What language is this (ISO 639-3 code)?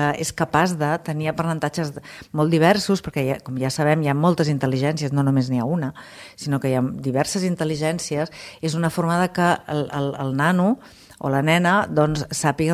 cat